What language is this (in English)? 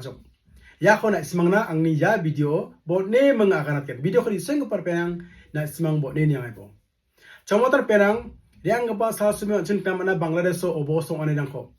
Garo